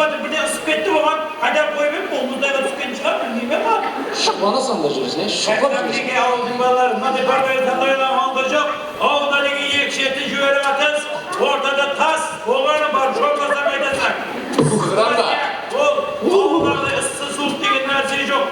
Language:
Kara-Kalpak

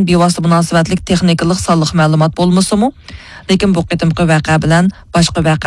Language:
Uyghur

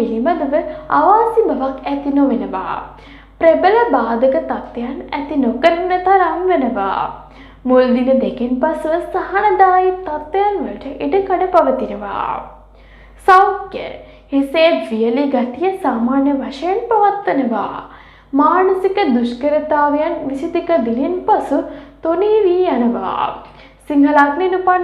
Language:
Sinhala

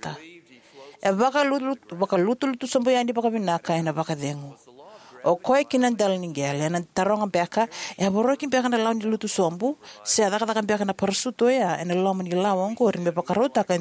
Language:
Fijian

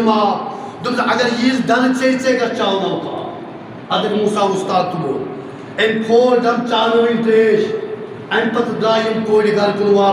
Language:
Kashmiri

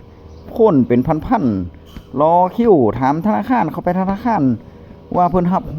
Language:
Northeastern Thai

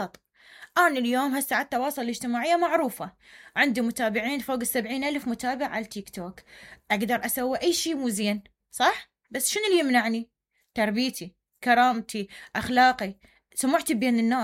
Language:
Mesopotamian Arabic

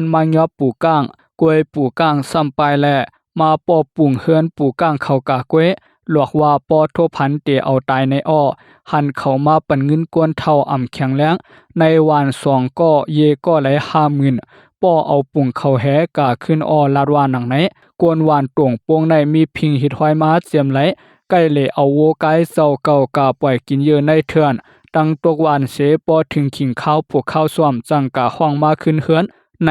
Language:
Shan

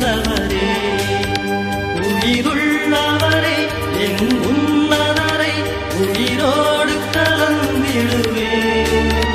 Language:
Tamil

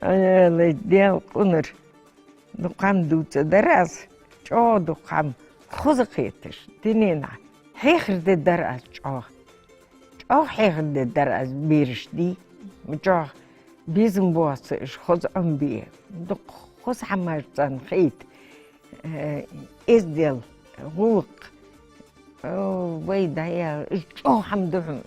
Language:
Ingush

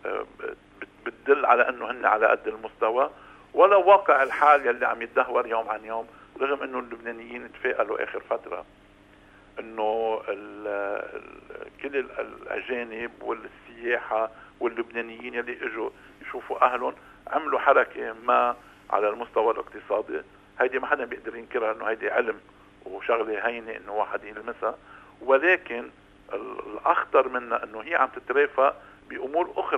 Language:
North Levantine Arabic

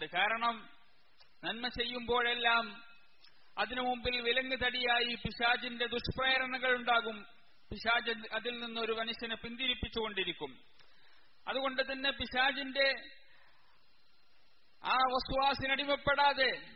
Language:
Malayalam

